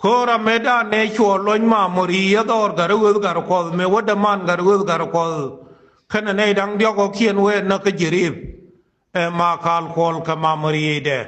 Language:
Nuer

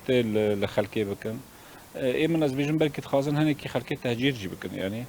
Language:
Kurdish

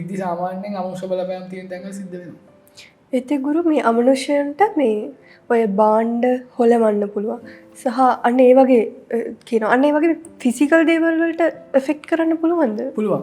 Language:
Sinhala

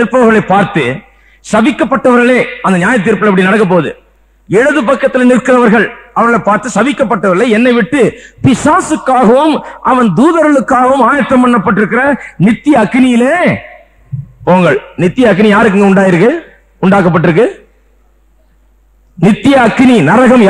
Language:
Tamil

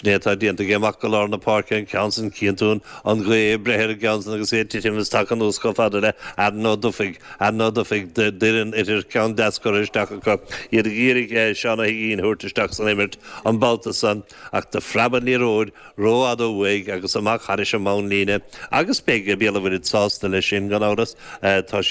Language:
Irish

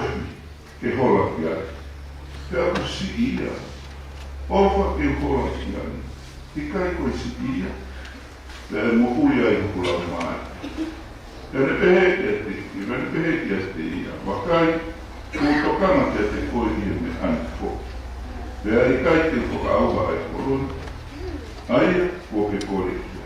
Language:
Tongan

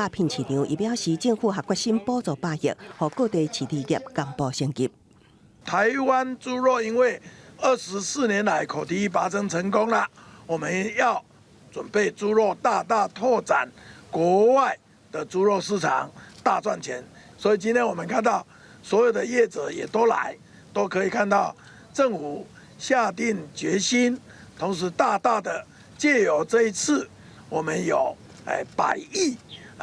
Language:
Min Nan Chinese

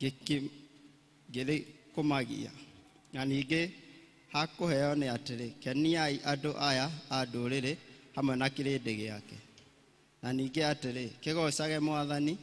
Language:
Kikuyu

